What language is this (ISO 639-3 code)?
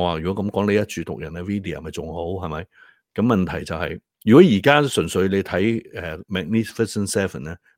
yue